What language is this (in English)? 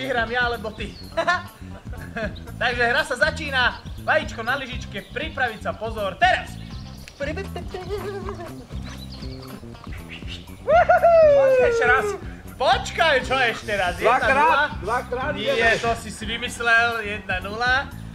Slovak